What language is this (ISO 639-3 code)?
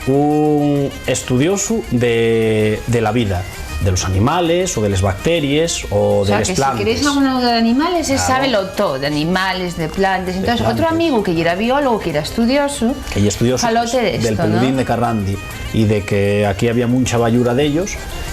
ast